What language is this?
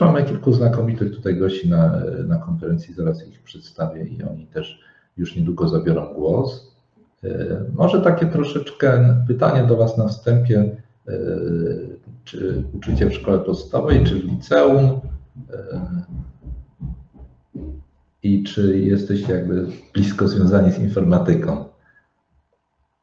Polish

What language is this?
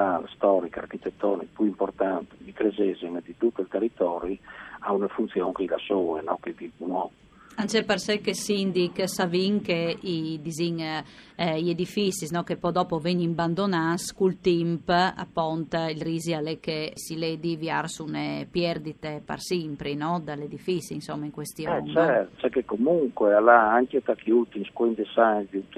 Friulian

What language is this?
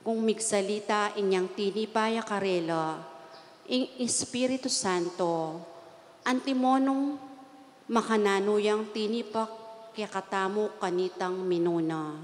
Pampanga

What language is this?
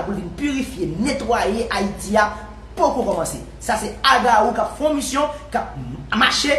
Haitian Creole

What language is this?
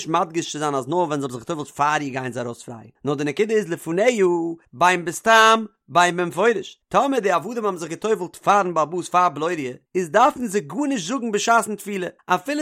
Yiddish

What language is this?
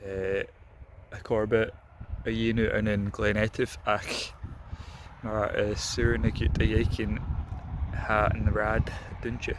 Scottish Gaelic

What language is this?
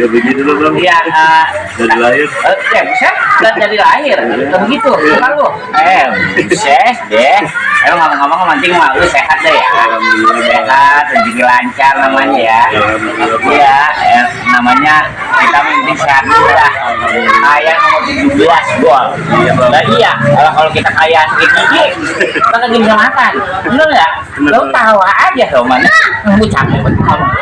Betawi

